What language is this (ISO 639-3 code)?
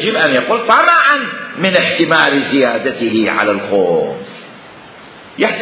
acm